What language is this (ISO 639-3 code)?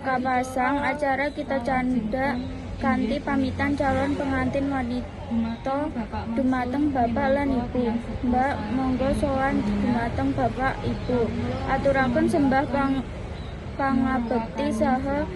jav